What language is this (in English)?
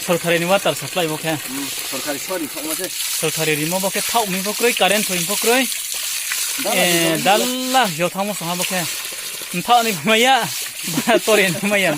Riang (India)